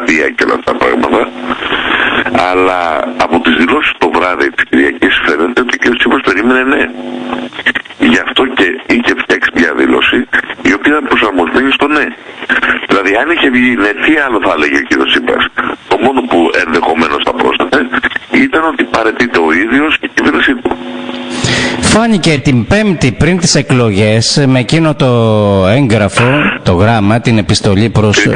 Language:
Greek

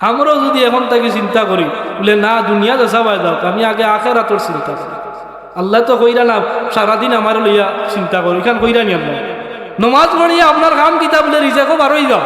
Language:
Sylheti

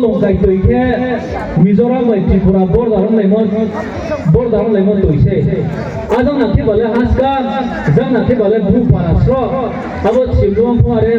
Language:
Riang (India)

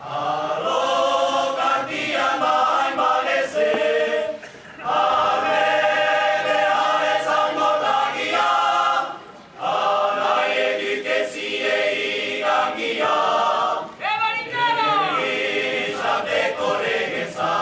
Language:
Basque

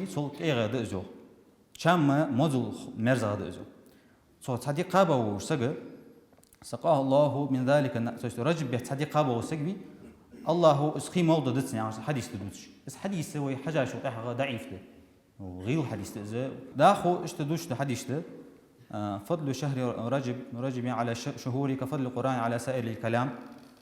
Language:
Ingush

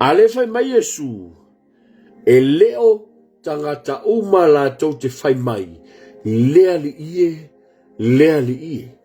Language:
Samoan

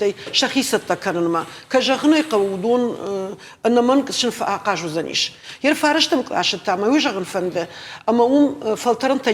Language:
Ossetic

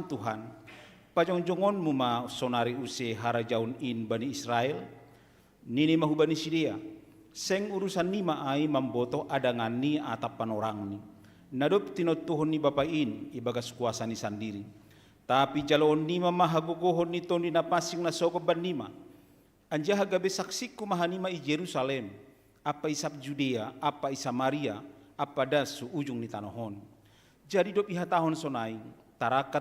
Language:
Batak Simalungun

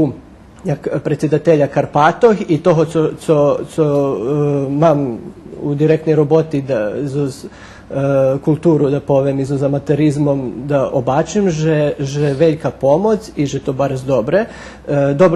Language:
Rusyn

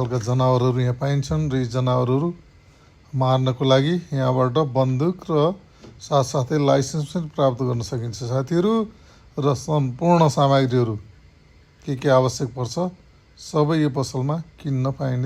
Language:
Nepali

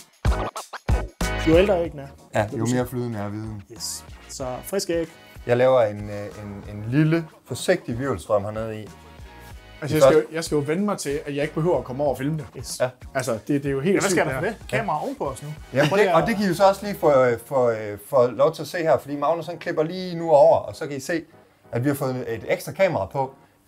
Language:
Danish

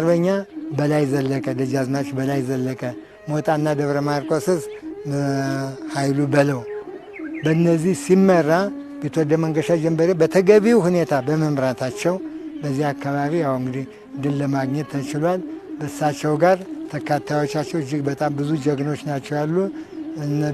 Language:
Amharic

